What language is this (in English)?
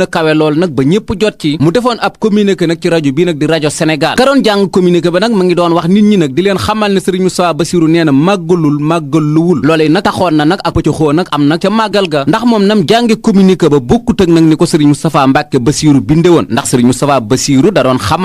Wolof